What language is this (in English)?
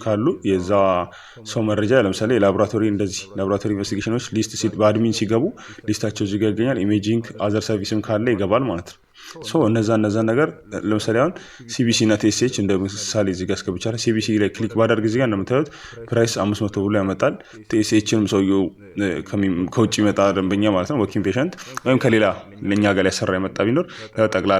Amharic